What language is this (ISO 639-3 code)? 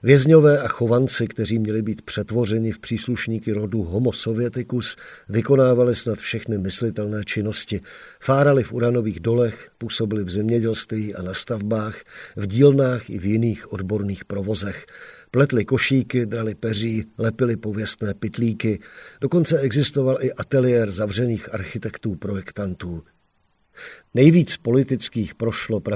ces